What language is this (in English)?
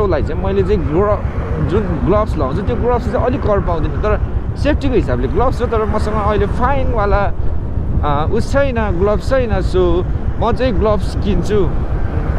Nepali